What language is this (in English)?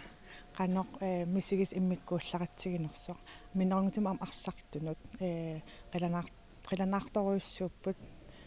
Kalaallisut